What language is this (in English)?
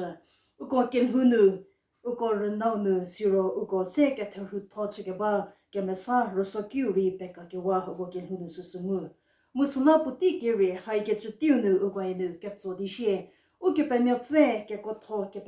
Angami Naga